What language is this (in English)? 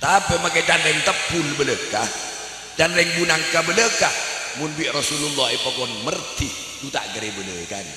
Madurese